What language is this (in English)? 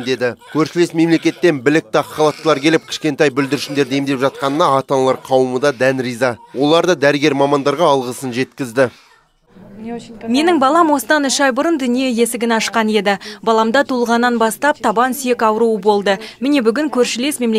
Kazakh